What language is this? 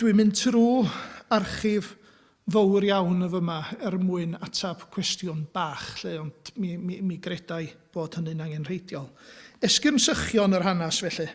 Welsh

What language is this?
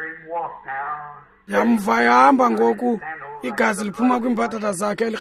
Xhosa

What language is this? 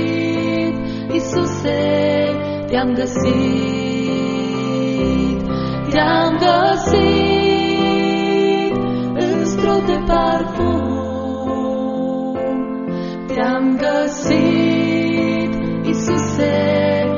Romanian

